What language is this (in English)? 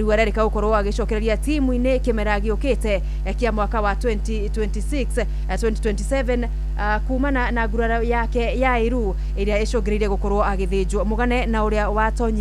Kikuyu